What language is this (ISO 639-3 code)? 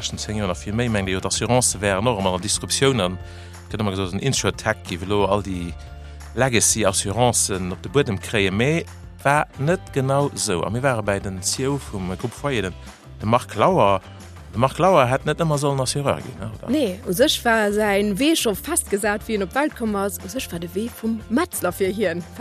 ltz